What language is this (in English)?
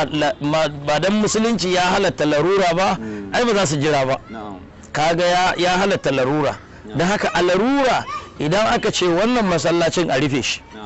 Hausa